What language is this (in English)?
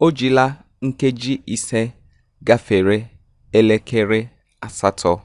Igbo